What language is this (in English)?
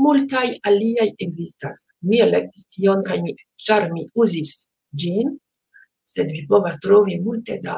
Esperanto